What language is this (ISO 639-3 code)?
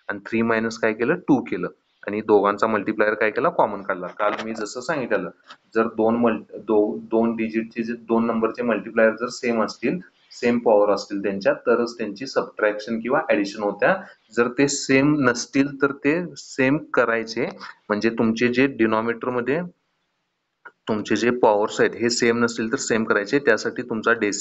mar